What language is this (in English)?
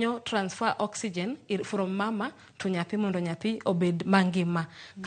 Luo (Kenya and Tanzania)